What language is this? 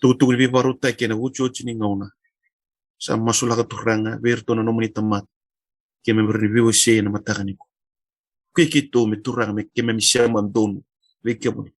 Fijian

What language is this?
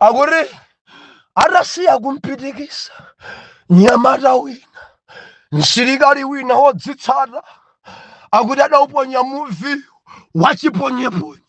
Nyanja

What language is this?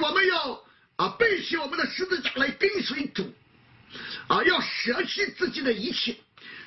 Chinese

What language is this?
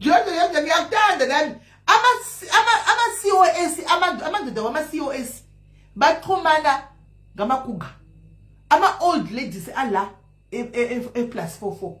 Shona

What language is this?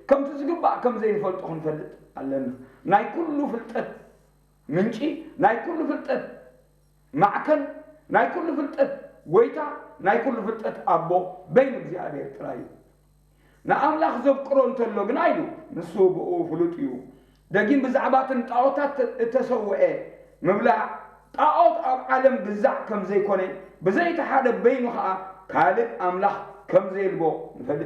Tigrinya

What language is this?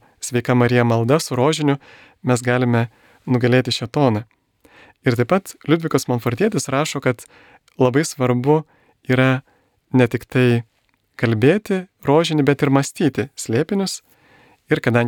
Lithuanian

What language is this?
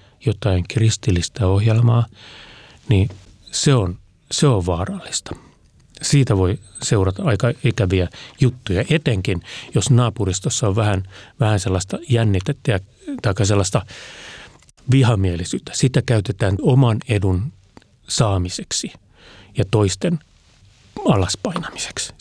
Finnish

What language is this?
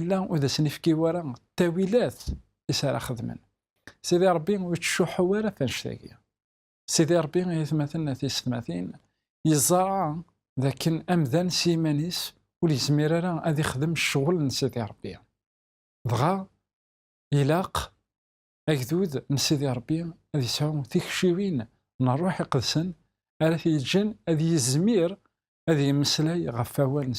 Kabyle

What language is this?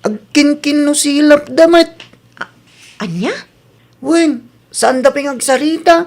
Iloko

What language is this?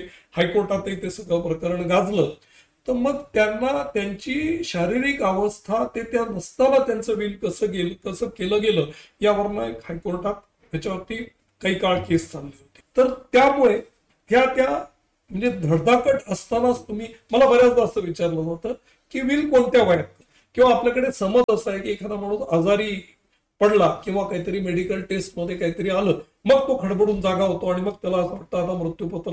Marathi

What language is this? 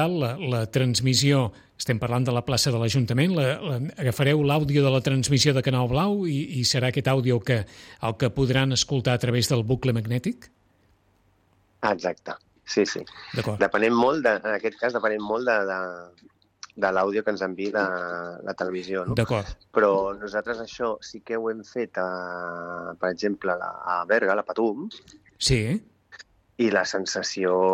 Catalan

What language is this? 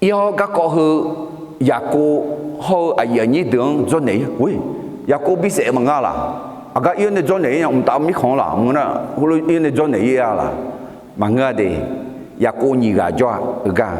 Akha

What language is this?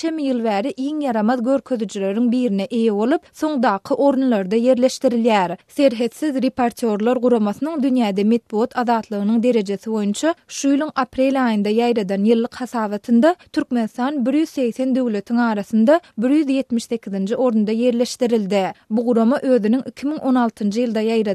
Turkmen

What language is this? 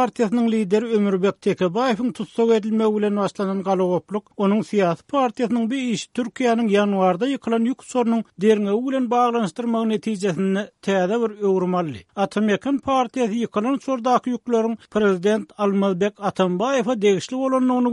Turkmen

